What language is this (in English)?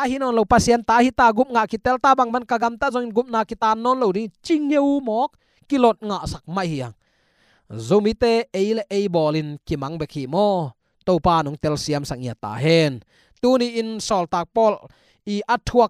Tedim Chin